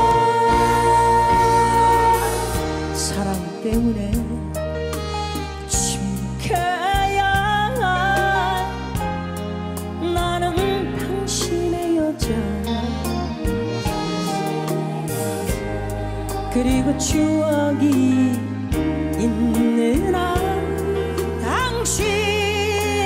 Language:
Korean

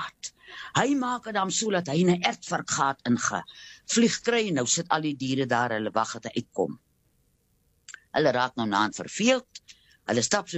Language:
Afrikaans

